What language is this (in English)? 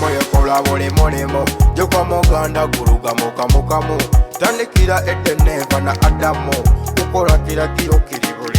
Nyoro